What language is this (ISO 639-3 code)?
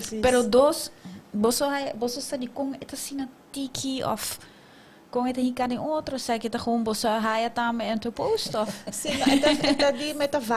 pap